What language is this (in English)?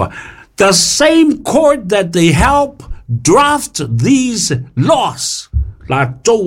Samoan